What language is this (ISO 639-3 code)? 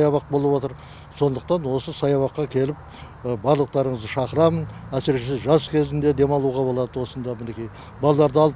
kaz